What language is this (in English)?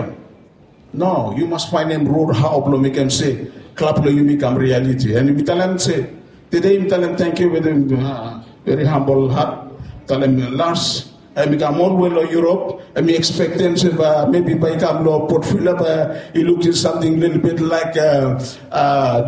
Bislama